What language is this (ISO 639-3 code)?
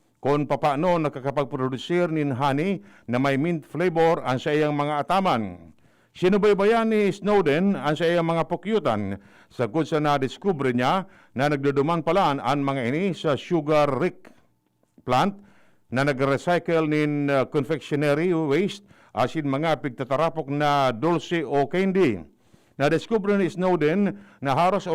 bik